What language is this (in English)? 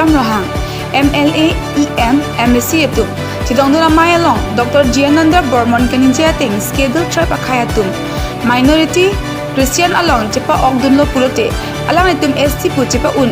Karbi